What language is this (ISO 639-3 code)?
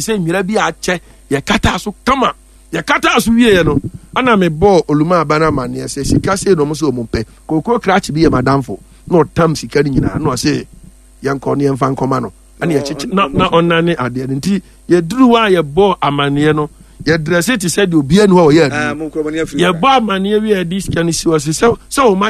aka